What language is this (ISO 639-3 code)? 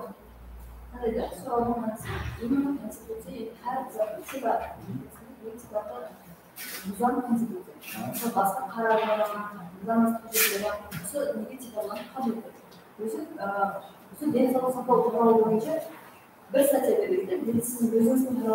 kaa